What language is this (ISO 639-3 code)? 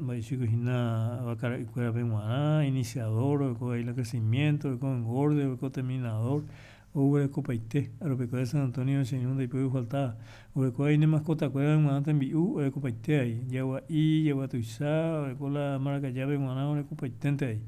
grn